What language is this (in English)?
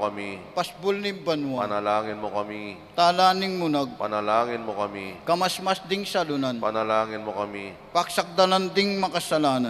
Pampanga